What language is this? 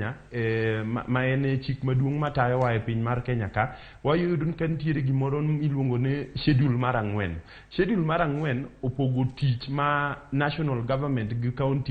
Luo (Kenya and Tanzania)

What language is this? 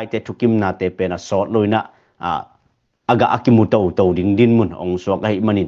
Tedim Chin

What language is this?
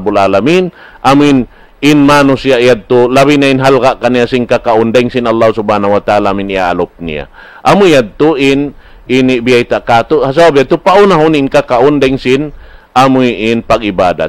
Tausug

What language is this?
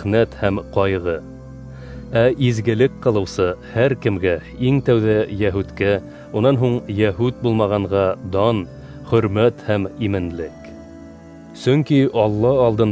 Bashkir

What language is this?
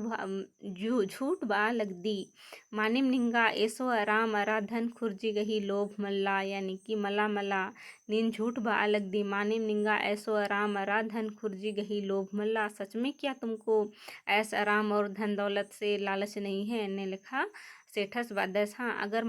Kurukh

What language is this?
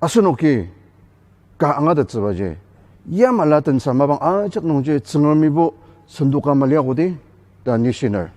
Ao Naga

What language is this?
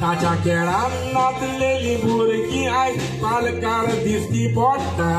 Konkani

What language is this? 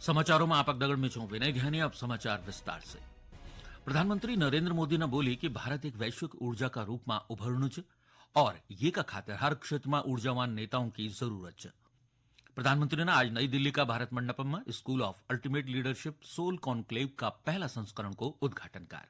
Garhwali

